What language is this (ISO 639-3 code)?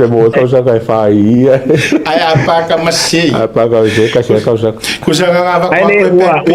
smo